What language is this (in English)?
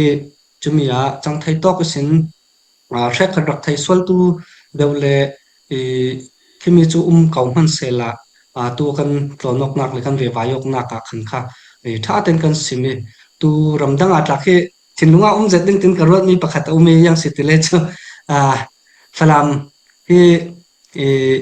Falam Chin